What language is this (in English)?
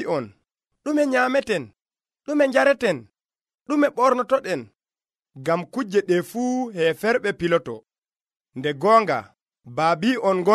Nigerian Fulfulde